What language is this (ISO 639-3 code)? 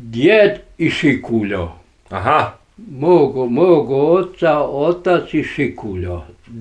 bos